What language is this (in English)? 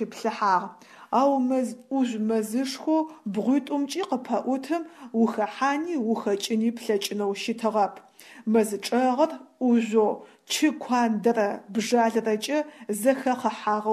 Adyghe